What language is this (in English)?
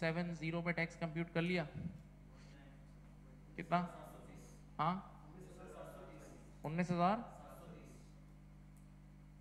Hindi